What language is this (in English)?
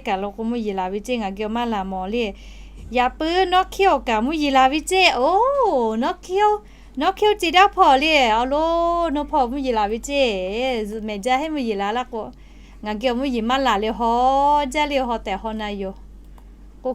Lahu